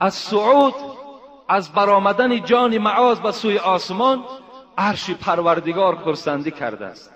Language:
Tajik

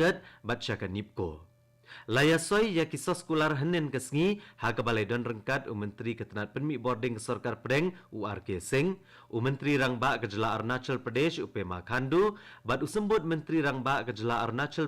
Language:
Khasi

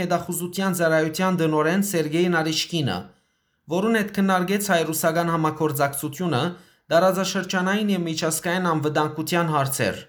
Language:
Western Armenian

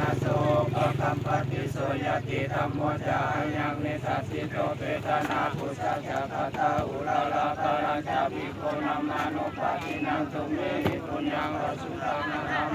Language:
Pali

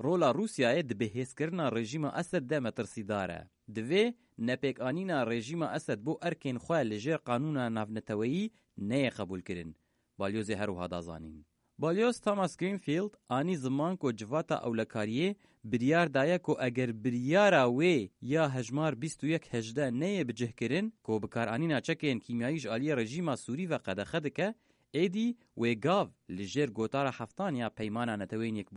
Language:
Kurdish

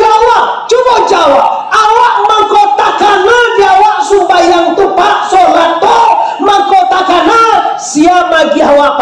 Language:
Minangkabau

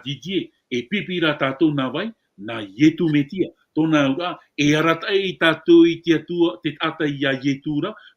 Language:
Tahitian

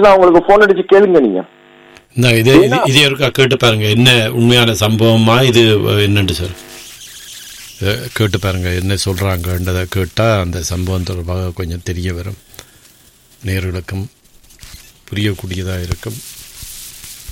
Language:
Tamil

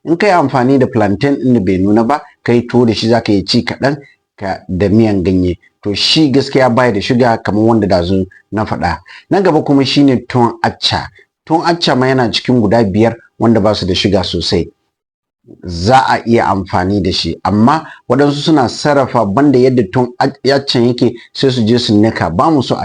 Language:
Hausa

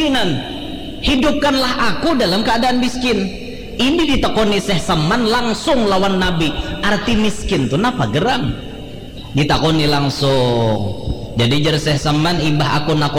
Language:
Banjar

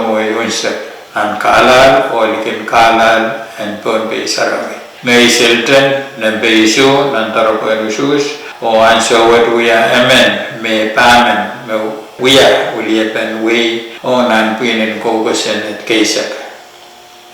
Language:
Pohnpeian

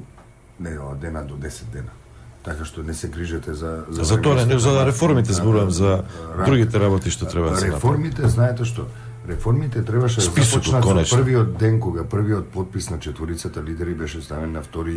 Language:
Macedonian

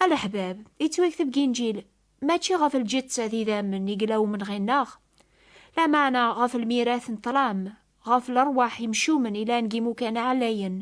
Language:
Kabyle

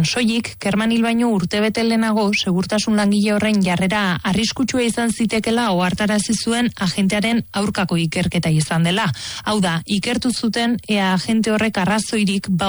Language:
Basque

